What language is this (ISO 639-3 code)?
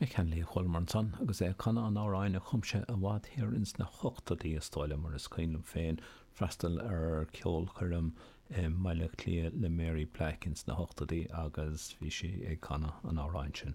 gle